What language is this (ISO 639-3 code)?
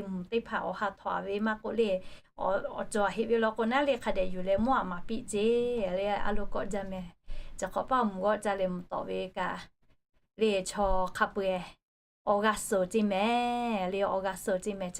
lhu